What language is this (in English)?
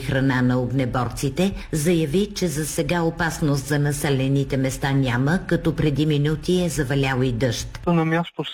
Bulgarian